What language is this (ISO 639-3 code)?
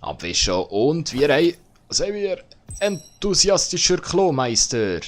gsw